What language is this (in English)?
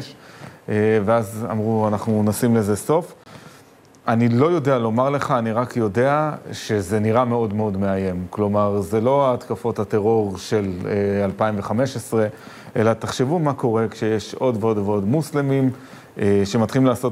Hebrew